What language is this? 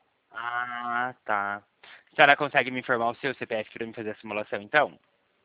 Portuguese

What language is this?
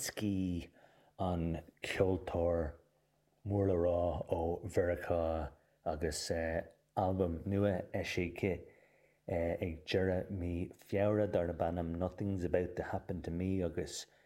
Irish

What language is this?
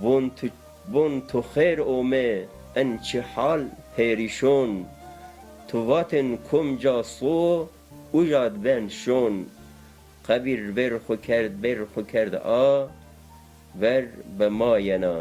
Zaza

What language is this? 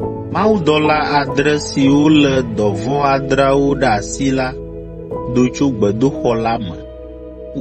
Ewe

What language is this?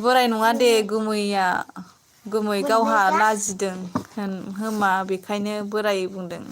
Bodo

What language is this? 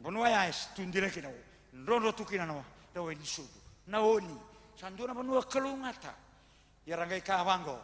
Fijian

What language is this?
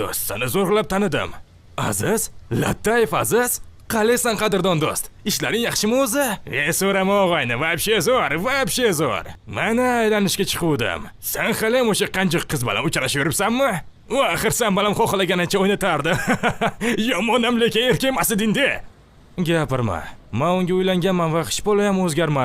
Uzbek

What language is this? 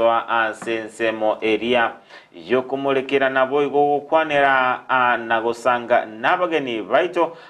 Gusii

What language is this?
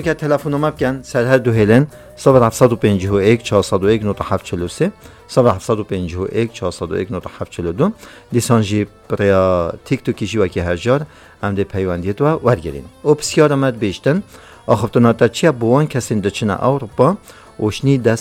Kurdish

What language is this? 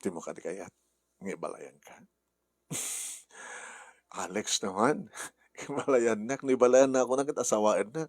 Iloko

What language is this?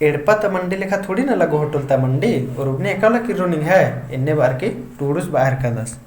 Kurukh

